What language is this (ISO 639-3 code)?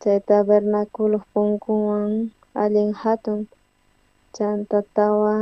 quh